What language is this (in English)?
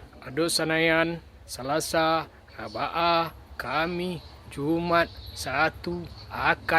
Minangkabau